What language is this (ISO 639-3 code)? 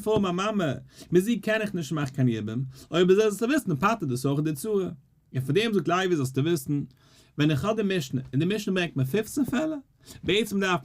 yid